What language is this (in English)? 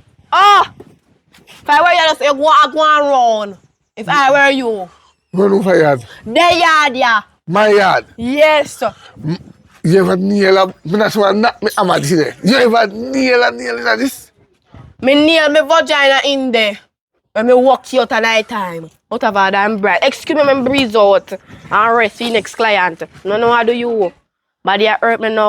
Jamaican Creole English